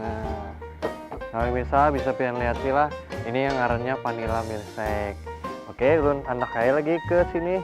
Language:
Banjar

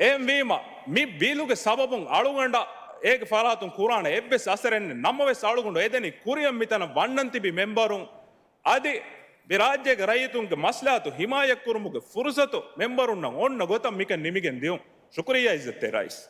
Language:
Divehi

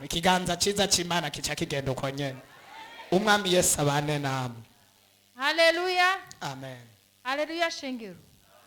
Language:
Rundi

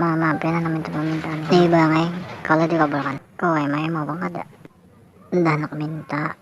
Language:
Banjar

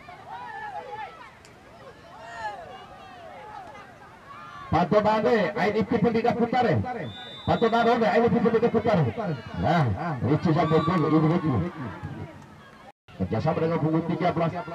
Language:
Indonesian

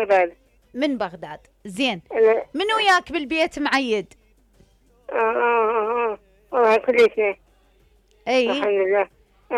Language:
Mesopotamian Arabic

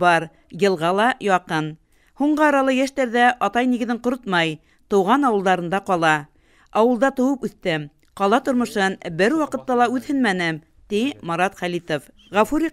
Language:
Bashkir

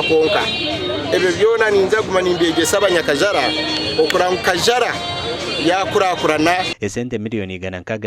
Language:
Nyankole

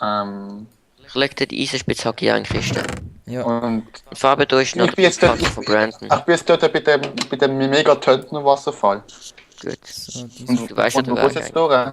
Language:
Swiss German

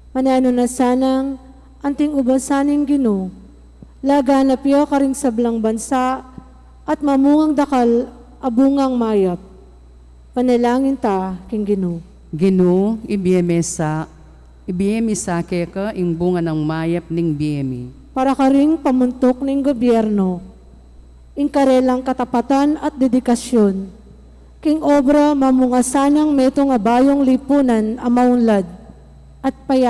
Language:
Pampanga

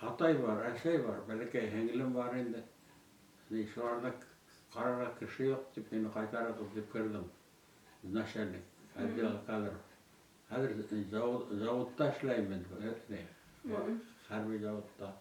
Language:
Bashkir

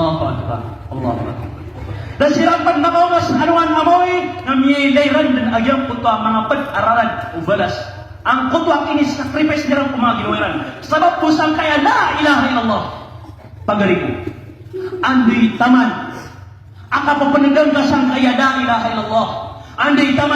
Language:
Maranao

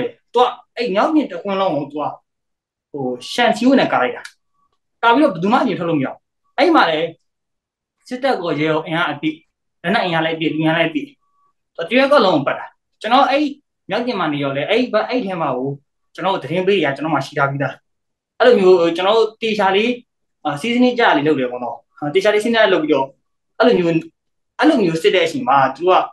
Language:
Burmese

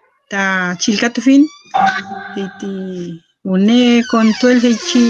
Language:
Mapuche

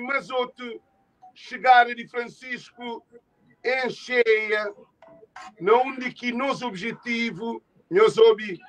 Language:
Kabuverdianu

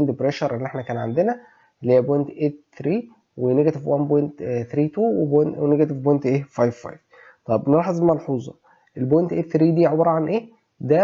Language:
Egyptian Arabic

